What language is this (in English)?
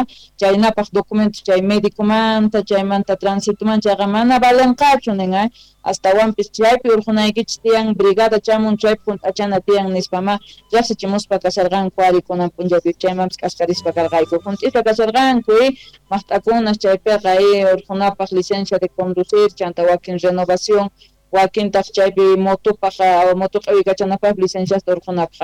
South Bolivian Quechua